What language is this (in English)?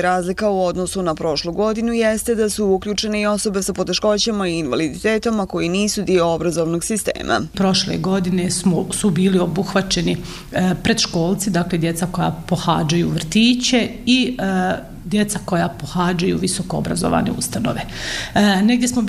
Bosnian